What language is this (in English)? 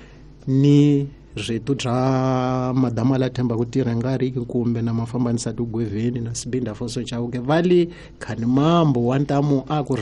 Tsonga